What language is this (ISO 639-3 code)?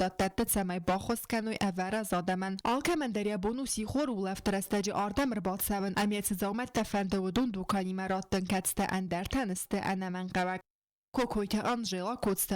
oss